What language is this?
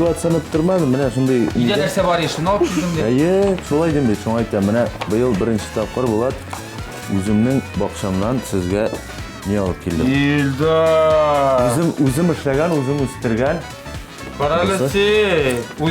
Tatar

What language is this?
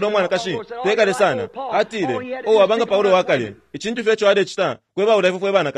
Bemba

